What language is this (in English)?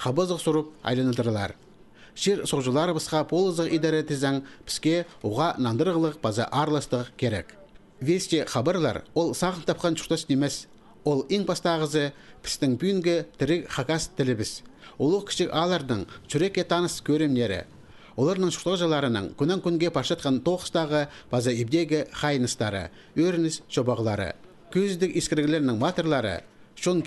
Khakas